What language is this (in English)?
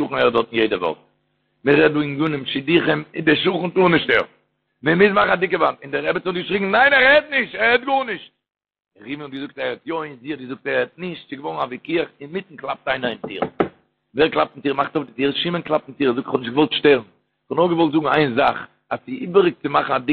Yiddish